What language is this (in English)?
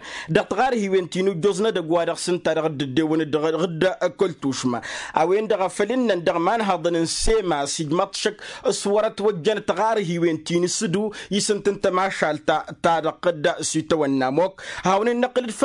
Tamasheq